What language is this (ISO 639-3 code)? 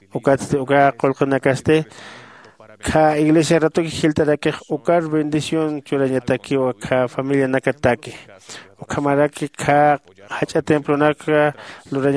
aym